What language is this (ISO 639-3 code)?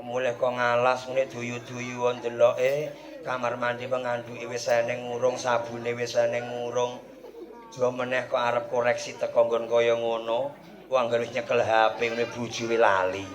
jav